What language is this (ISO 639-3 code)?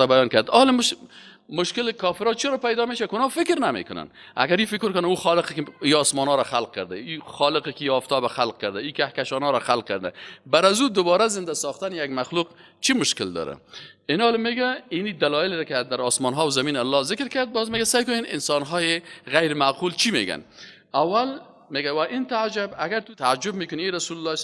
fas